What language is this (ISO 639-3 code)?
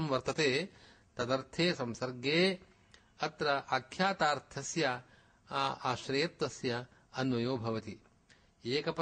san